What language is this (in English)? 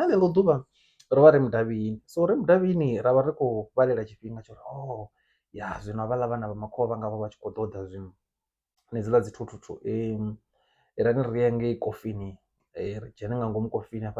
Venda